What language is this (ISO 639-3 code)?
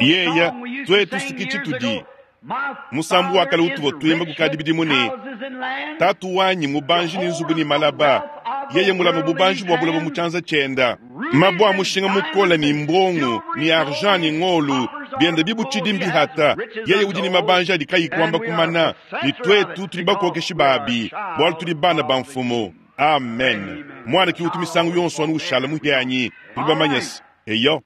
lua